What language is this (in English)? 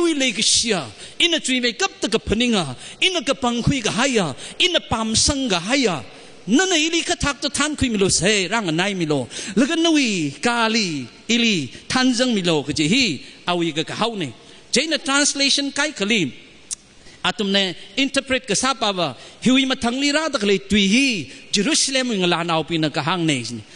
Tangkhul Naga (India)